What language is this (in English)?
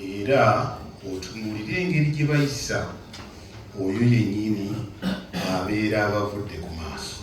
Ganda